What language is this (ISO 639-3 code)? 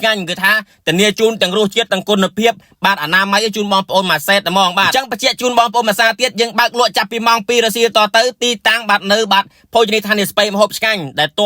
khm